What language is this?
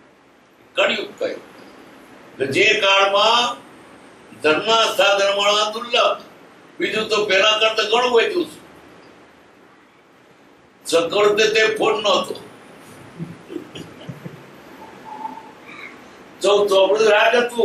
Gujarati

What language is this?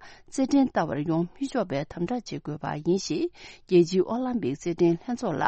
Tibetan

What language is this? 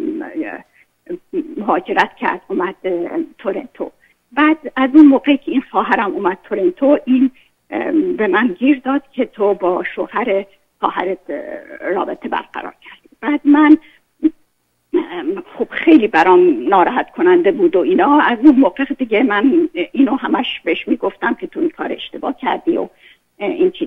Persian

